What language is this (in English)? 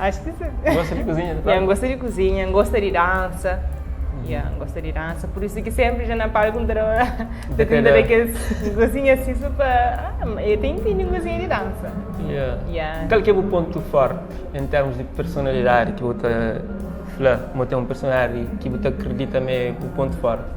Kabuverdianu